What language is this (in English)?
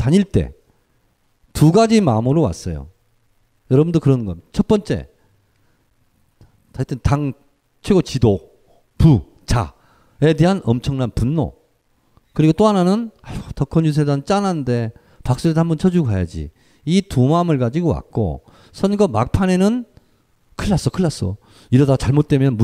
Korean